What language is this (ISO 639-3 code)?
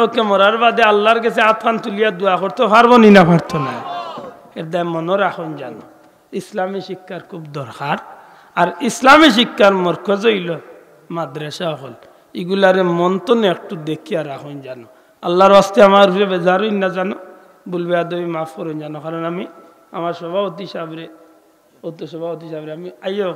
syl